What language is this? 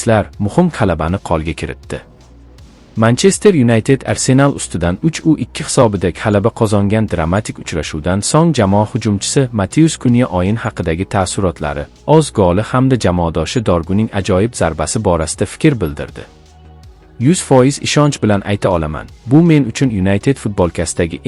Uzbek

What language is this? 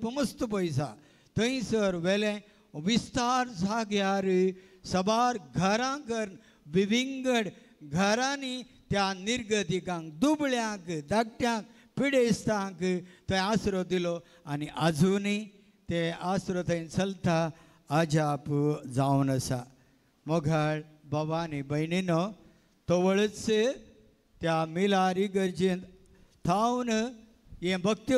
Konkani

